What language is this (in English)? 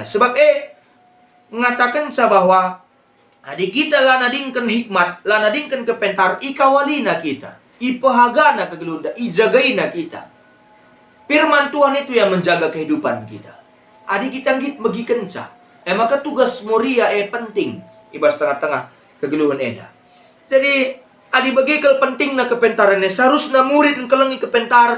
Batak Karo